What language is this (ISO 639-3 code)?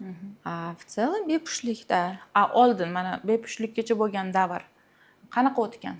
uzb